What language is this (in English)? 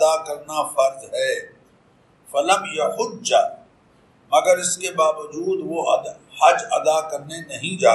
Urdu